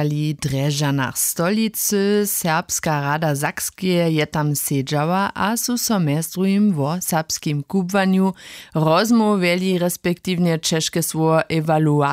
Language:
Upper Sorbian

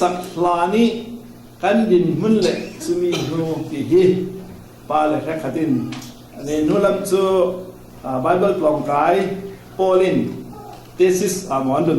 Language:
Falam Chin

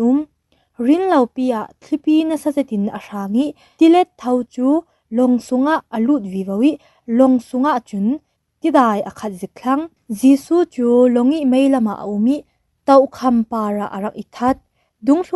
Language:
Falam Chin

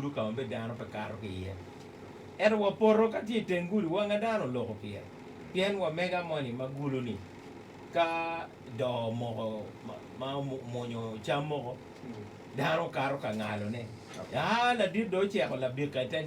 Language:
Acoli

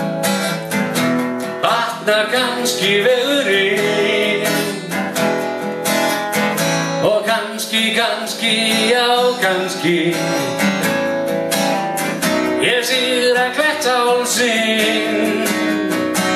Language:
Icelandic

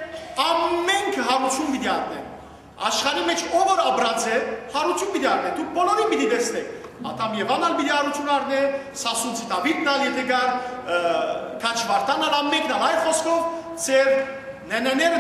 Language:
Western Armenian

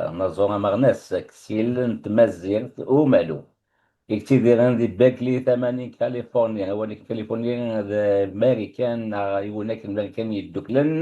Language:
Kabyle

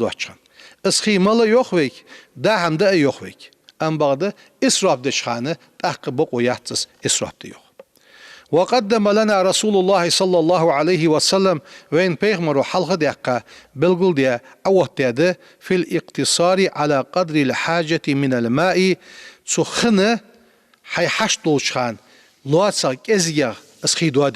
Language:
Ingush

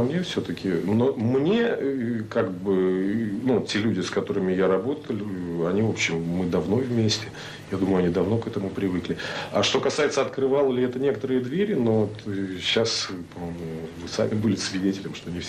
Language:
Russian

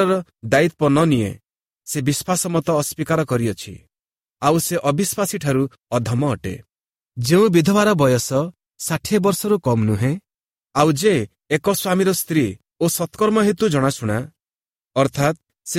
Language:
Odia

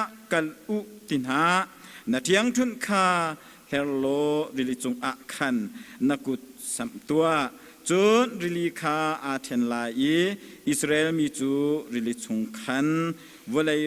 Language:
Hakha Chin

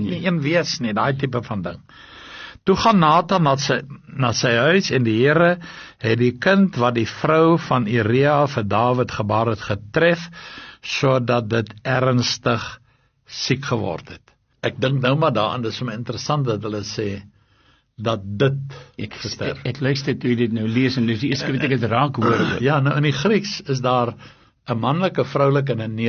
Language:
Afrikaans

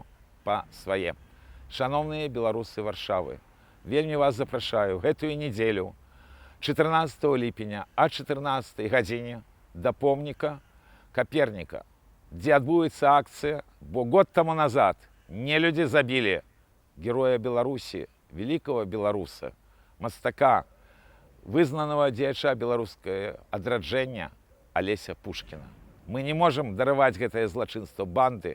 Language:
Belarusian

